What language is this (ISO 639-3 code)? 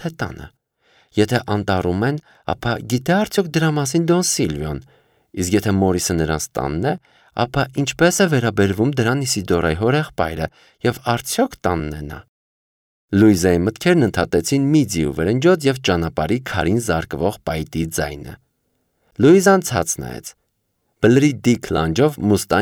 hye